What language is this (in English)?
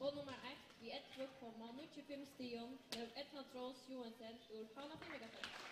Faroese